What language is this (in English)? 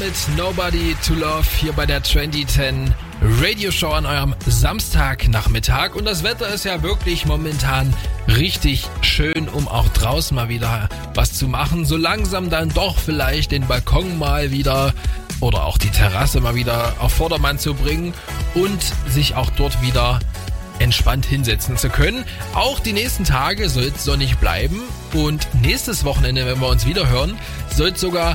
German